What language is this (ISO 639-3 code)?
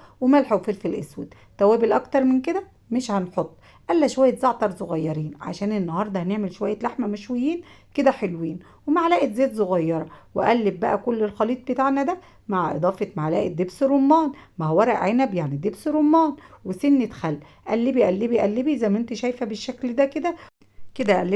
arz